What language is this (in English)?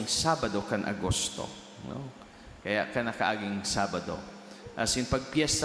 Bikol